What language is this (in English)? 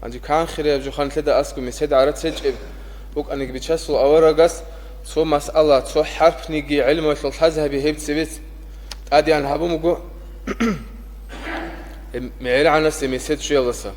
Avaric